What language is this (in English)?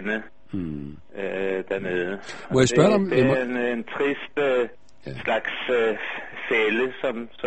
Danish